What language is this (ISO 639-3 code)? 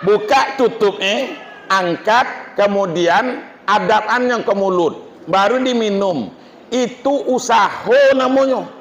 min